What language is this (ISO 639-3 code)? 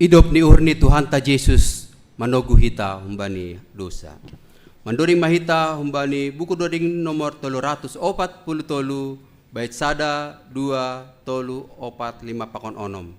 bts